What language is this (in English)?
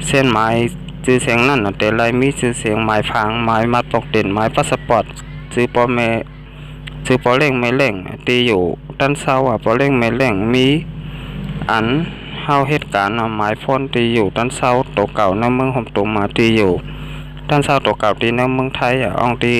Shan